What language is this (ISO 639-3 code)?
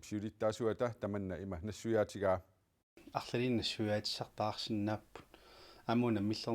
kal